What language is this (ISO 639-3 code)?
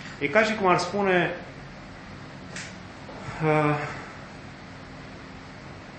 ron